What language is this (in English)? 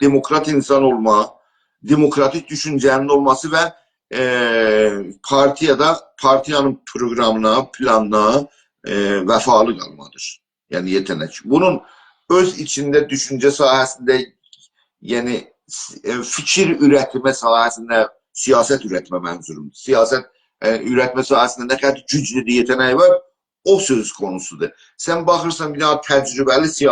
South Azerbaijani